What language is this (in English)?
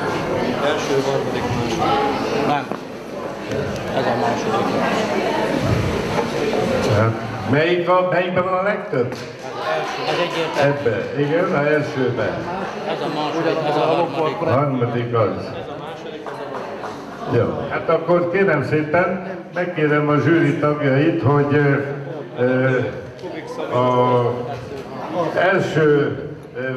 Hungarian